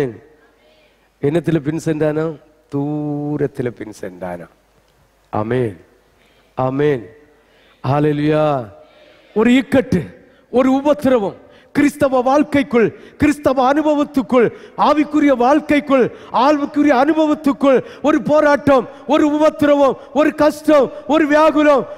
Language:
Tamil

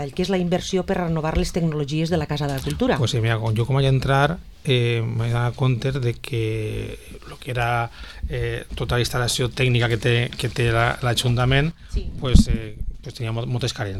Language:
Catalan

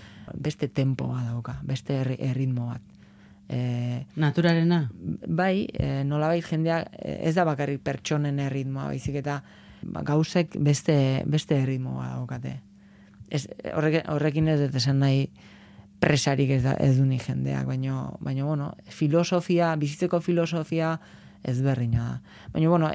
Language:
Basque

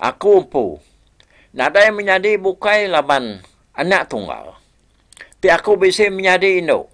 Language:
Iban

